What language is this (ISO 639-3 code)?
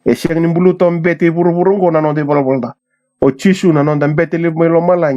fij